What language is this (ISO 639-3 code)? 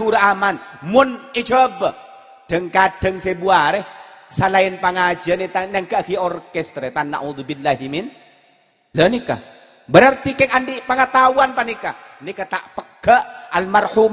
mad